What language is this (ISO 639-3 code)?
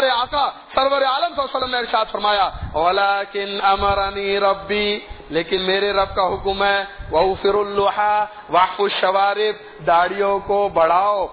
urd